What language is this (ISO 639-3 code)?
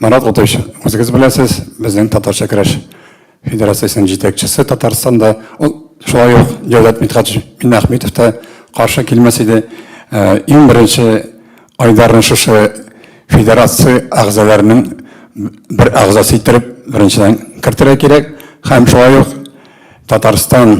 tat